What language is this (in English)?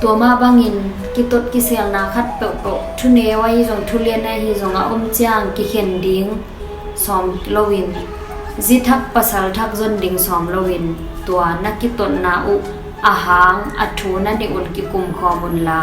Tedim Chin